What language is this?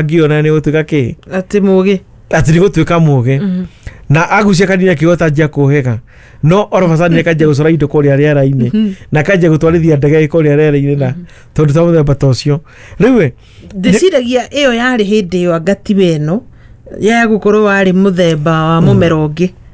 Kikuyu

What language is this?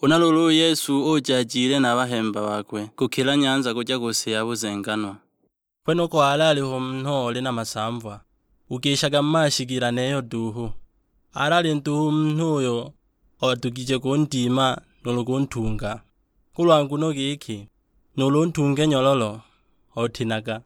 Sukuma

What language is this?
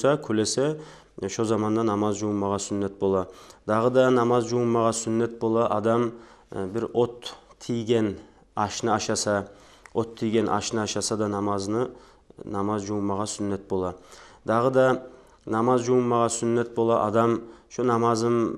Kumyk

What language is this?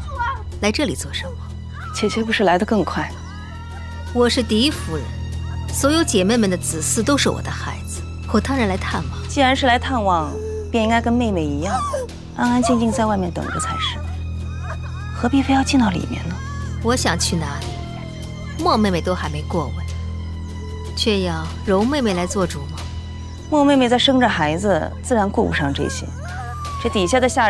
Chinese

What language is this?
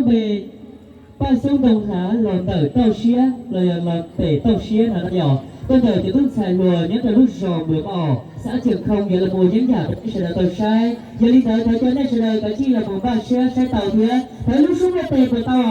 Hmong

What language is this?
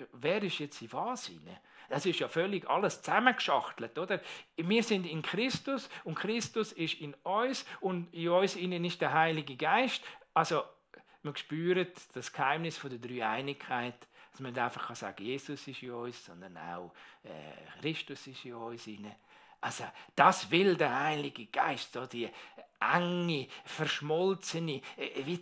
Swiss German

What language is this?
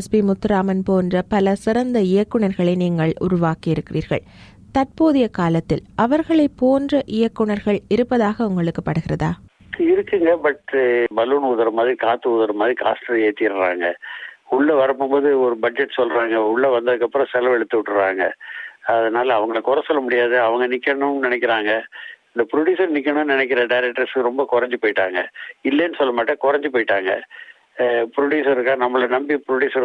Tamil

